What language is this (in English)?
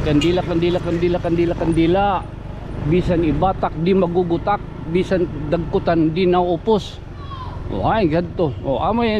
Waray